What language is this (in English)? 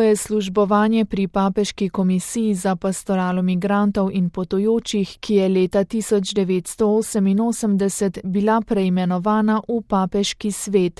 Slovenian